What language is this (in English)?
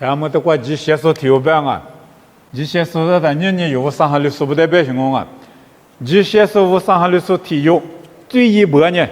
Lisu